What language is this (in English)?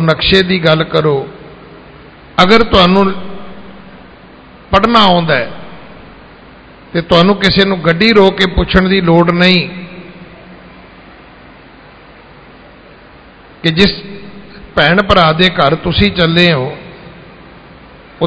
Punjabi